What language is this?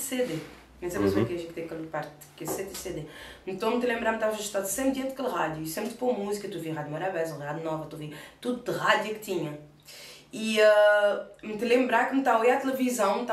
Kabuverdianu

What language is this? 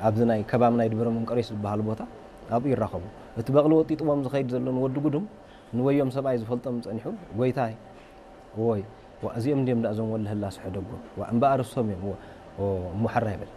Tigrinya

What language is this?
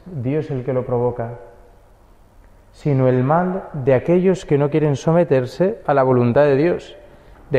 Spanish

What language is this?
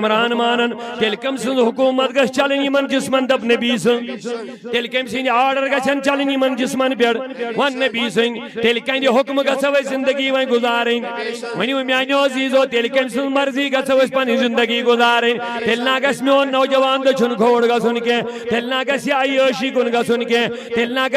Kashmiri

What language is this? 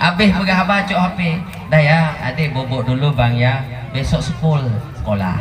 Achinese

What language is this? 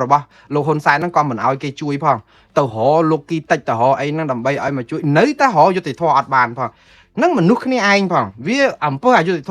Khmer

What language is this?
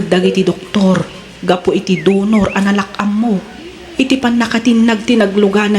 Iloko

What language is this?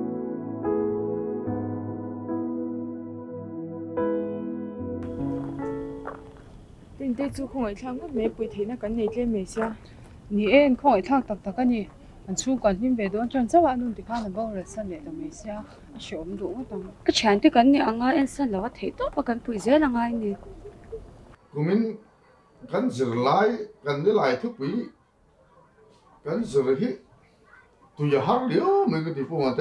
Mizo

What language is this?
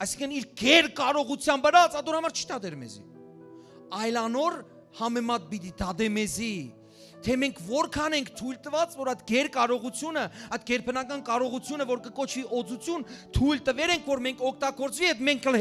Western Armenian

